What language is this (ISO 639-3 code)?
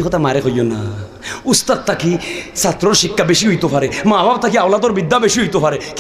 syl